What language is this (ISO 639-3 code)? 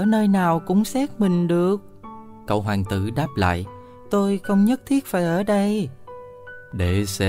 vie